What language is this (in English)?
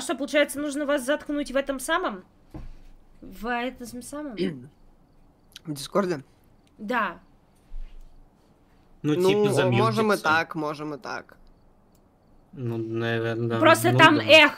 Russian